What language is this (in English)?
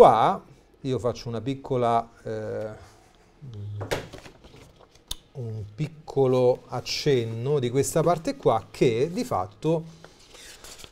Italian